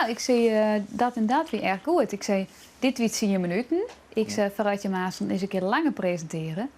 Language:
Western Frisian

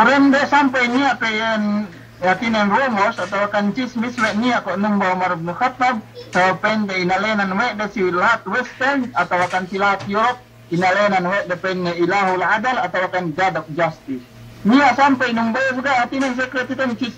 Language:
Yakan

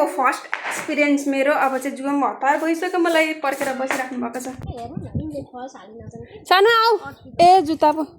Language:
Nepali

